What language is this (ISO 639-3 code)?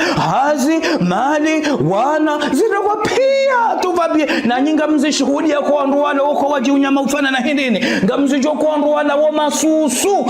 zdj